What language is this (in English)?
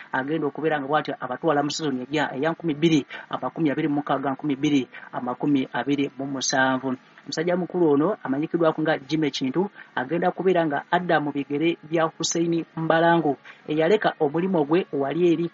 Ganda